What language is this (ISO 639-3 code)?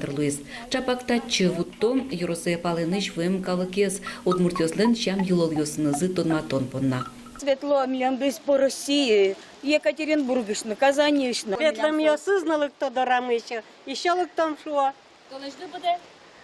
udm